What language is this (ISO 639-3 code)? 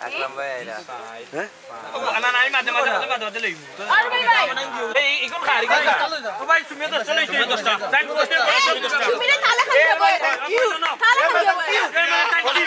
syl